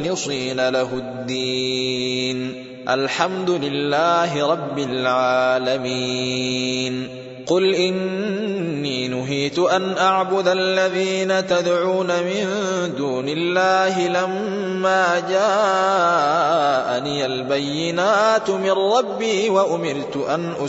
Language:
Arabic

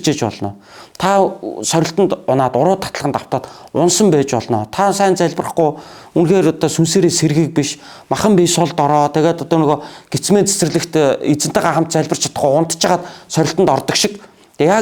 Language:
Mongolian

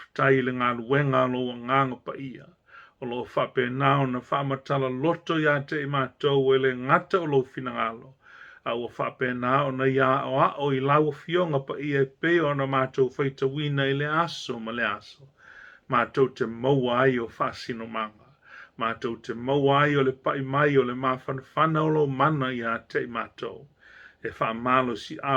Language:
Samoan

